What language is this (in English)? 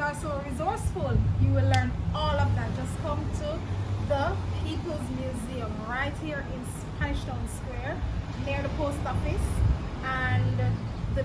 Jamaican Creole English